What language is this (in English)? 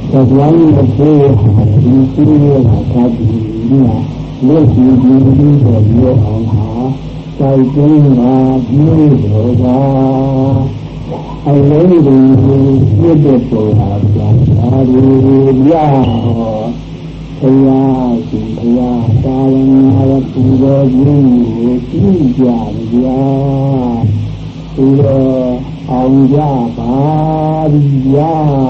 Burmese